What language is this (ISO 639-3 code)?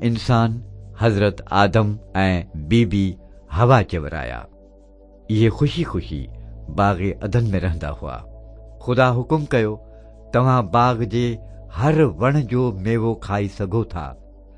snd